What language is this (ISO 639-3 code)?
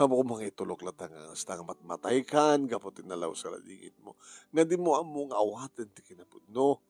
ilo